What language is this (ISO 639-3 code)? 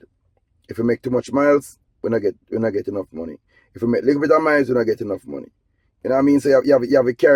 jam